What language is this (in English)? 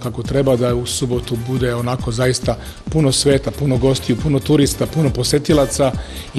Serbian